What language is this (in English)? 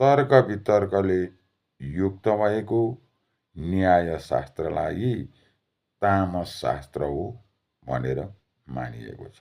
Nepali